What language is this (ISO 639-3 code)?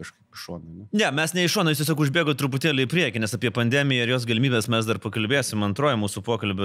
lit